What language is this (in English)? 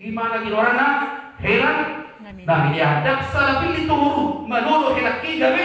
Batak Toba